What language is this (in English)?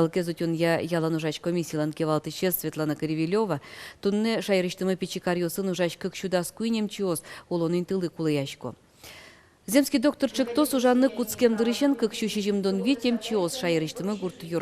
Udmurt